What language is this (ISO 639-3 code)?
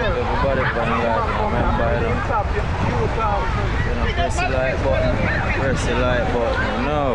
jam